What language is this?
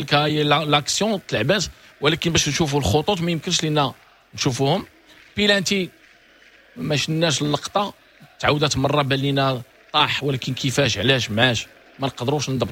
Moroccan Arabic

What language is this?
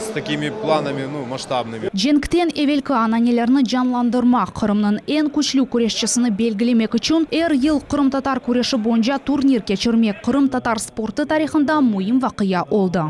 Crimean Tatar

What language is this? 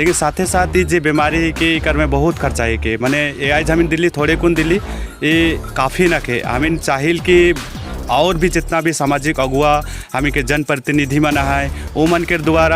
Sadri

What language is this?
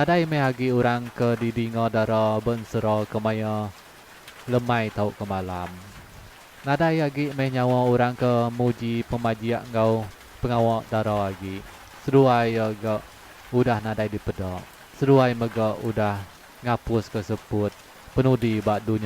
Iban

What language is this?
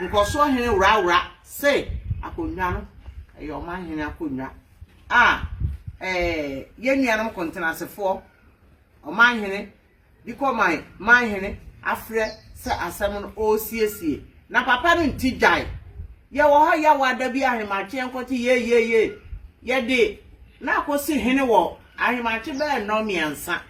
Akan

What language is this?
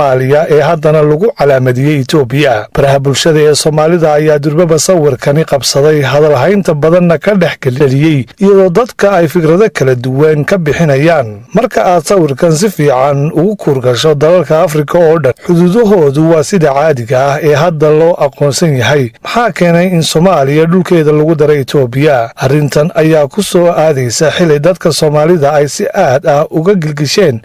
Somali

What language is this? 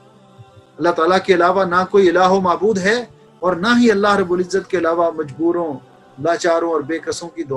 Urdu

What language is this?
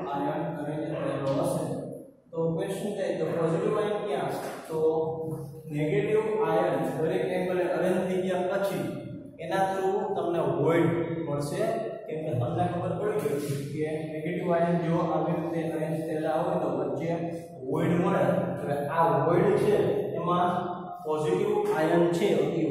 Gujarati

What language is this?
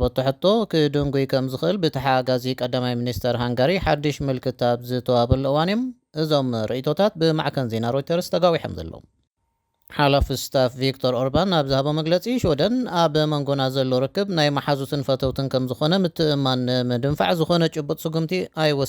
Tigrinya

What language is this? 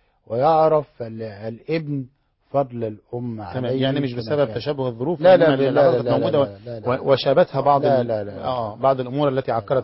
Arabic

